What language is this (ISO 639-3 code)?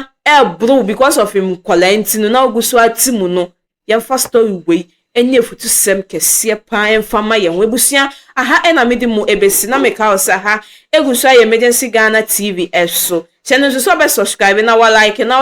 aka